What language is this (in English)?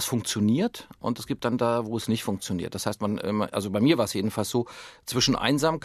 German